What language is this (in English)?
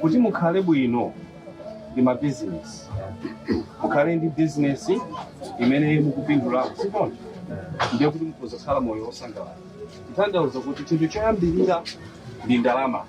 Nyanja